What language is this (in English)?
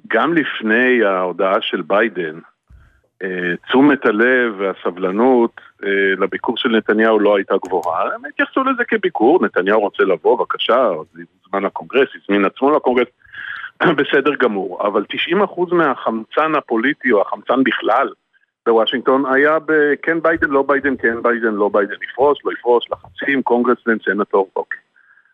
Hebrew